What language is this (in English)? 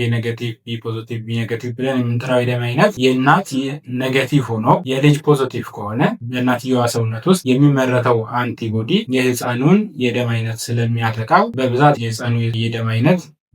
Amharic